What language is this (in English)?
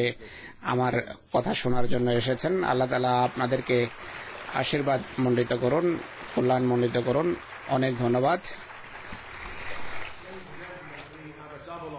Bangla